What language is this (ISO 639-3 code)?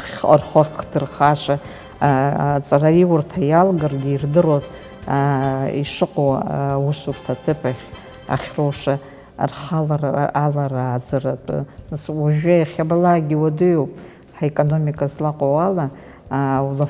abk